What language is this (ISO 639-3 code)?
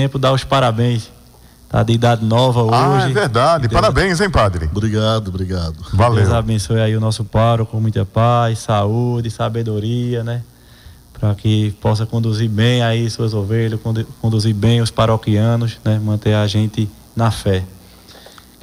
por